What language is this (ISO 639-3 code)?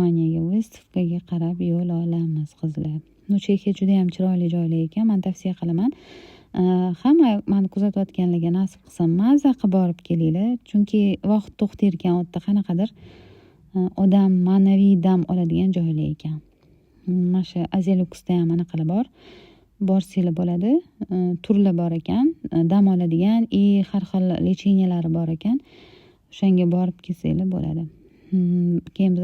uzb